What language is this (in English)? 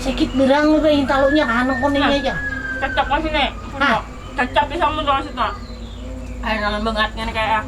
Banjar